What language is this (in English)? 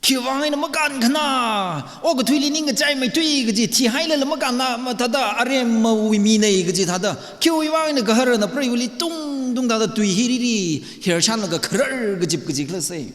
Tangkhul Naga (India)